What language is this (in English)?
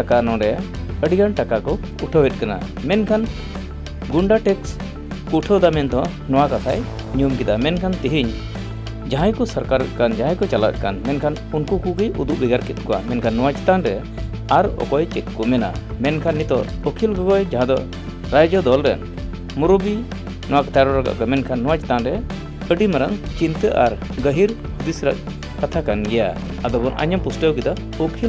Santali